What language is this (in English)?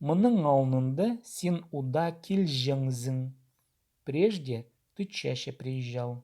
Khakas